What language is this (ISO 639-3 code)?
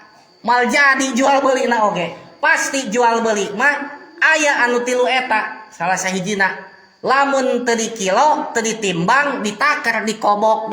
sun